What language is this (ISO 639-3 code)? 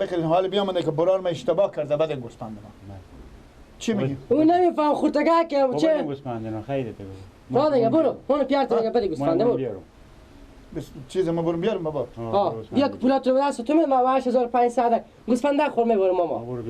fas